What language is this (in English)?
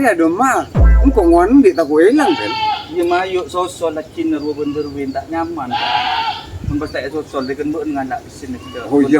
Madurese